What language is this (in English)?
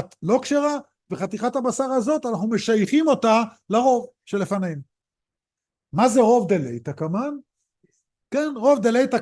Hebrew